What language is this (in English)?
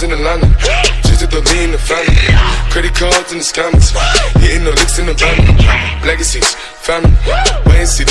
English